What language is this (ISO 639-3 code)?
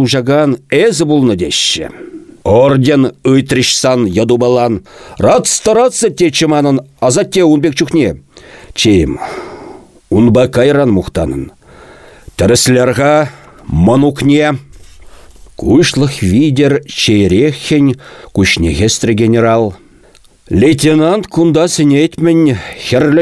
chv